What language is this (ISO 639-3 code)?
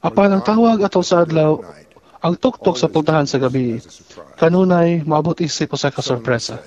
ceb